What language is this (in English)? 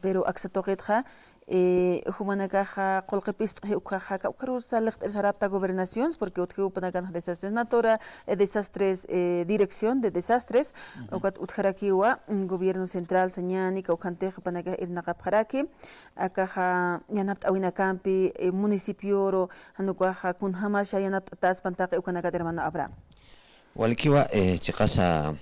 Aymara